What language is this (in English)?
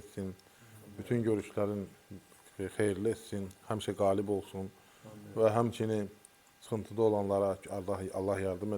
Azerbaijani